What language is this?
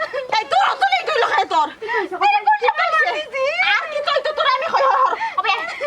Sylheti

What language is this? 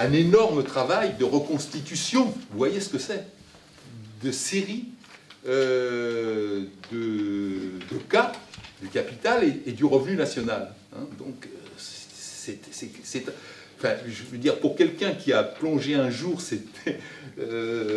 French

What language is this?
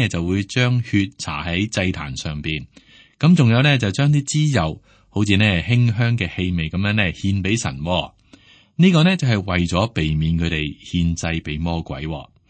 Cantonese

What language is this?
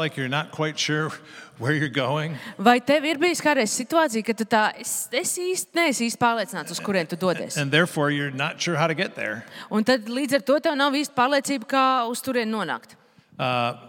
Latvian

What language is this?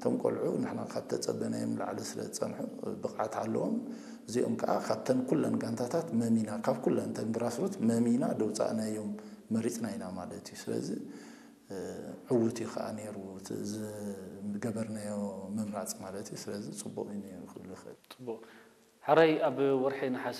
Tigrinya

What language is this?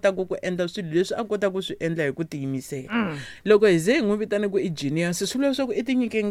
Tsonga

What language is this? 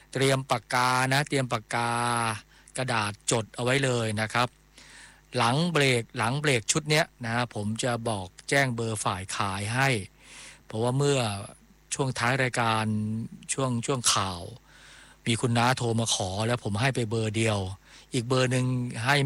Thai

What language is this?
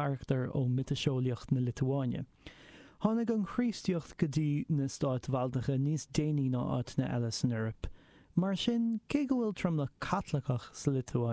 Irish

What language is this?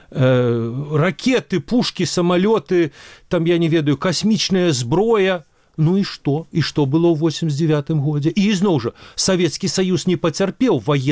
Belarusian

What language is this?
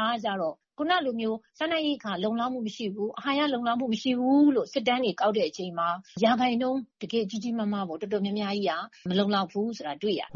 Burmese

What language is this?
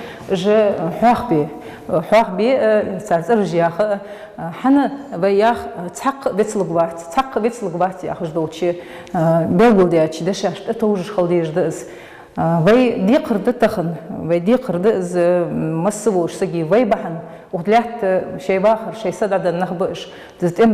Ingush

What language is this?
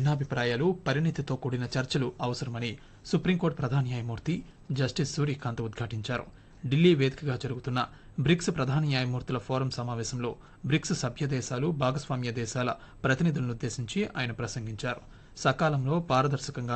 Telugu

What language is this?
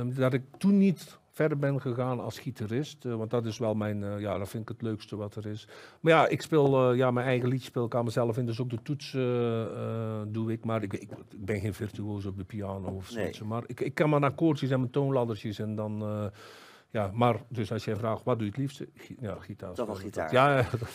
Dutch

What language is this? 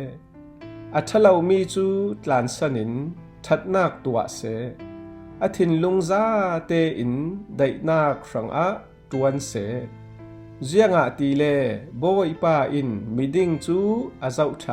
Falam Chin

